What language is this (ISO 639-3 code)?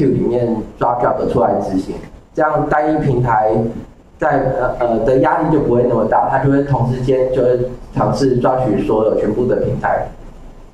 zho